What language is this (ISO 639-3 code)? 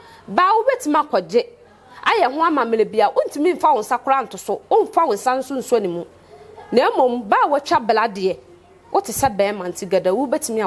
aka